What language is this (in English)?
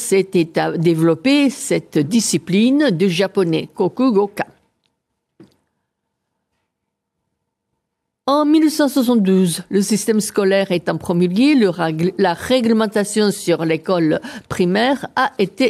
French